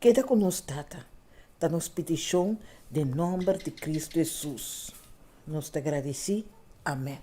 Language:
Papiamento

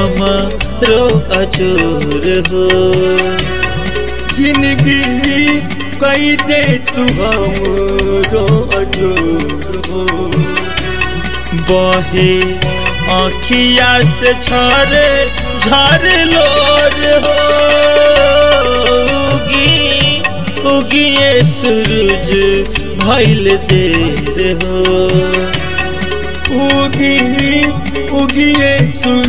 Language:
Bhojpuri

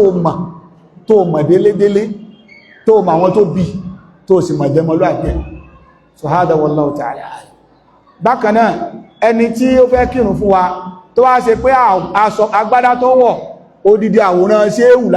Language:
Yoruba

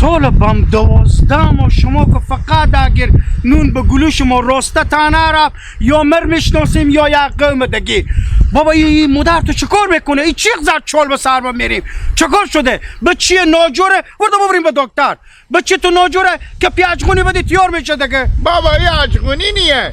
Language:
Hazaragi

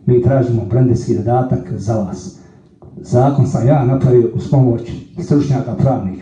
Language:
Croatian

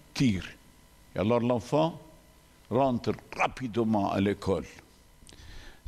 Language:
French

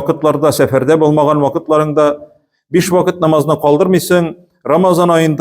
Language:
Tatar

